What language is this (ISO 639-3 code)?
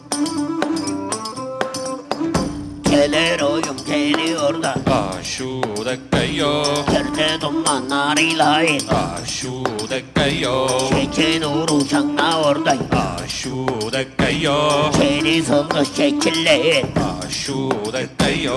hun